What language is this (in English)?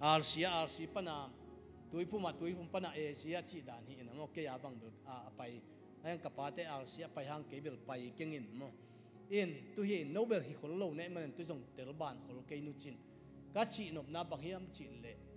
Tedim Chin